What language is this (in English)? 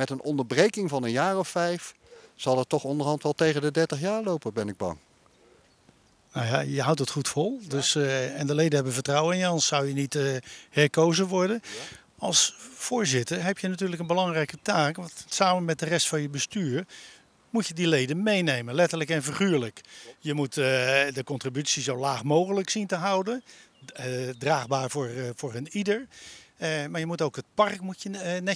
Dutch